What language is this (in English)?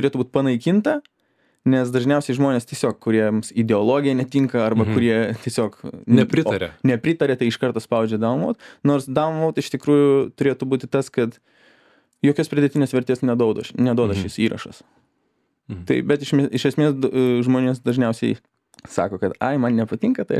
Lithuanian